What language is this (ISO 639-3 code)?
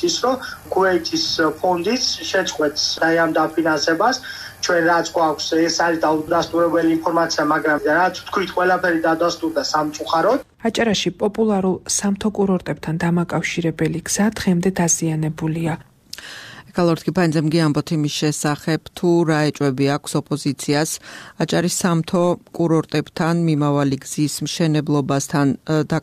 kat